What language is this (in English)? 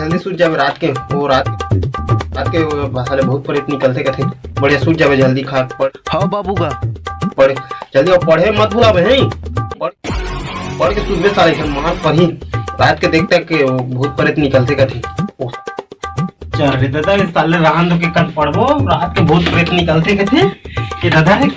Chhattisgarhi